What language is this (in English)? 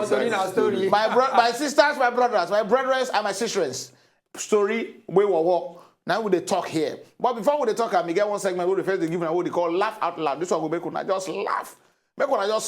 Nigerian Pidgin